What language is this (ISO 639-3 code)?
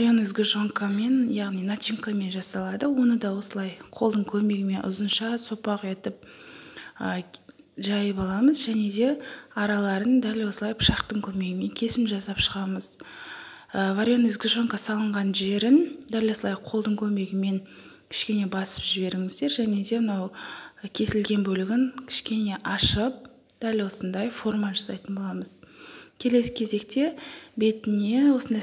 kaz